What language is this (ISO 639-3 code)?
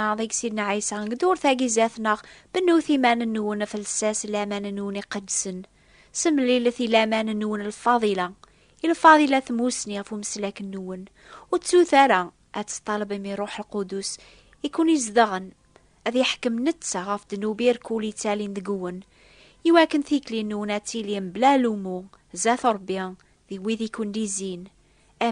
kab